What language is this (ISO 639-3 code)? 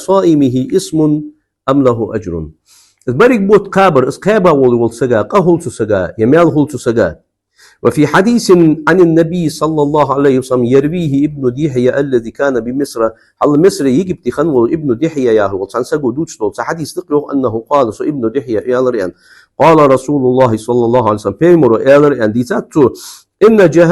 inh